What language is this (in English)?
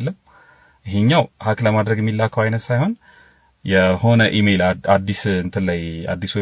Amharic